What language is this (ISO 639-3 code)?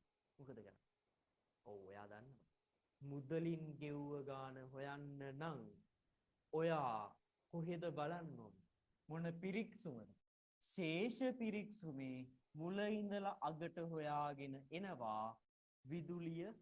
sin